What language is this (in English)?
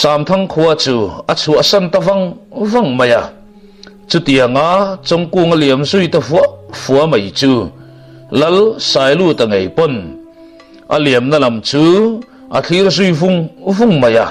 Mizo